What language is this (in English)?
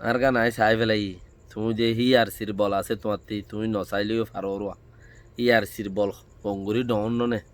Rohingya